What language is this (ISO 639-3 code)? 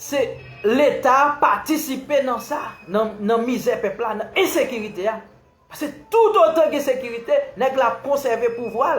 hat